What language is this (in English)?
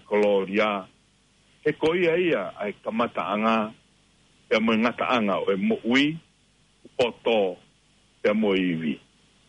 Tongan